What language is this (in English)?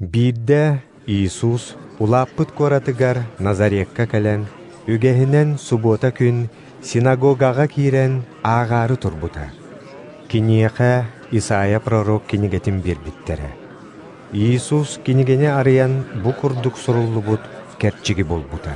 Yakut